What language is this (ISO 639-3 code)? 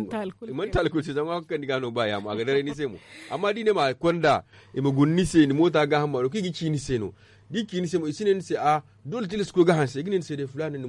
dje